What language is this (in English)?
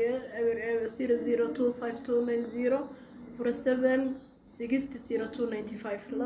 Somali